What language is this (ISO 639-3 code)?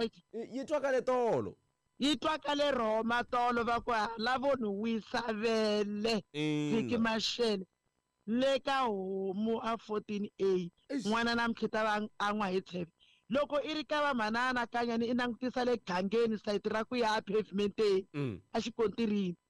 tso